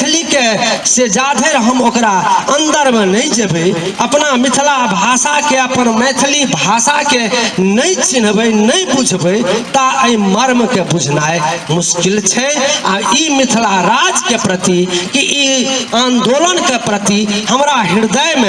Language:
Maithili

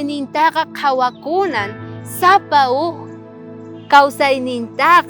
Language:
South Bolivian Quechua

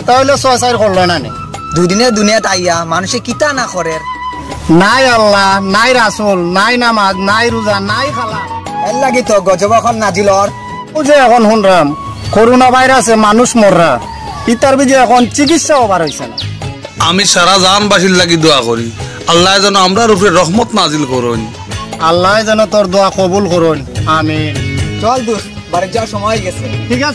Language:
Sylheti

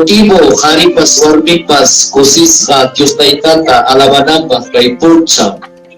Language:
Ayacucho Quechua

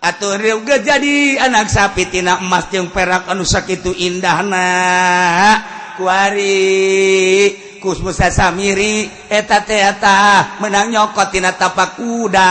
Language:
Sundanese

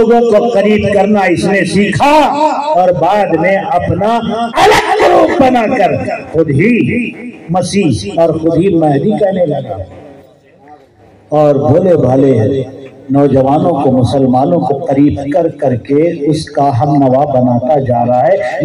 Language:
Urdu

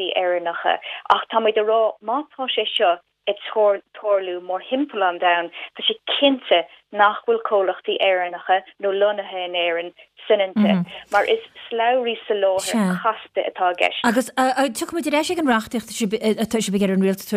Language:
Irish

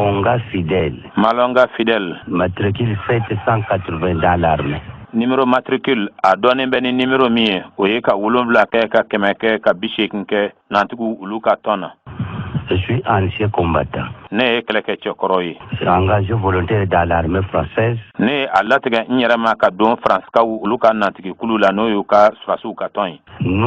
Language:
Bambara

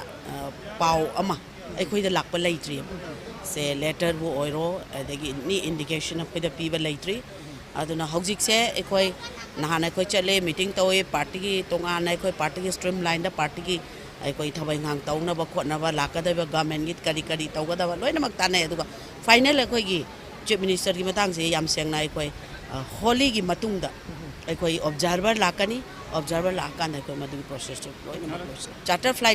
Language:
Manipuri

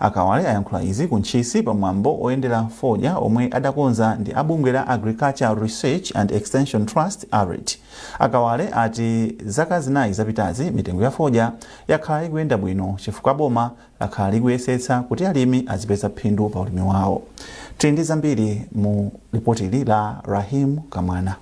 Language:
Nyanja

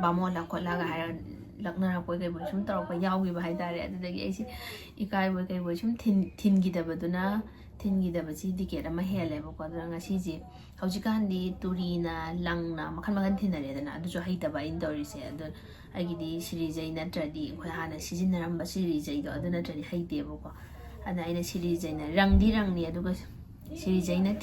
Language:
Manipuri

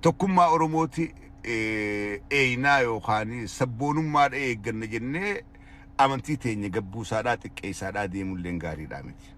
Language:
Oromo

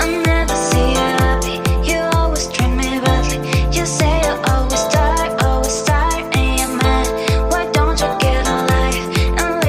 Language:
Shan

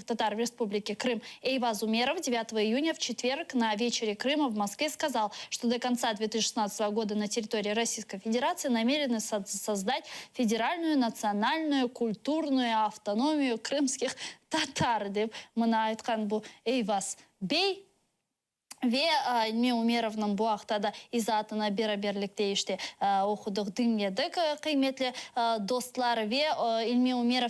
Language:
Crimean Tatar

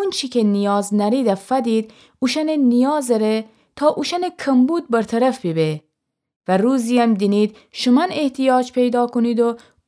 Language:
Gilaki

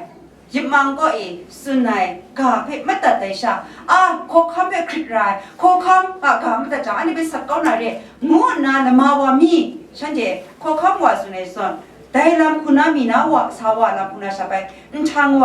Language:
Kachin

